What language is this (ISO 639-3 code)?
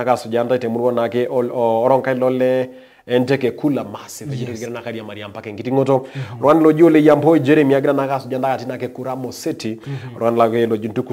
mas